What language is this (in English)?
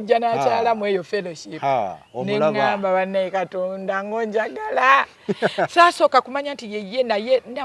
Ganda